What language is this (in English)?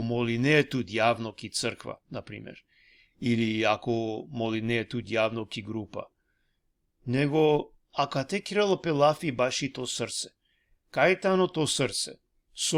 Balkan Romani